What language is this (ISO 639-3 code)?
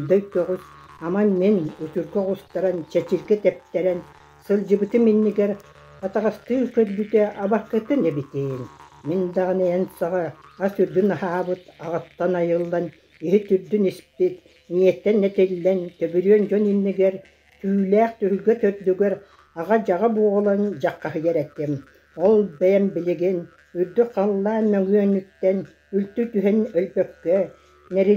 sah